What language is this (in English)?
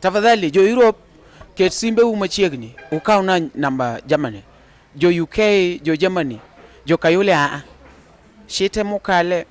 Luo (Kenya and Tanzania)